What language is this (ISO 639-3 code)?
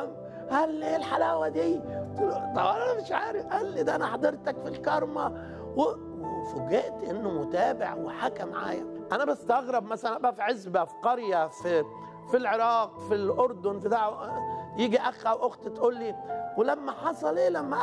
arz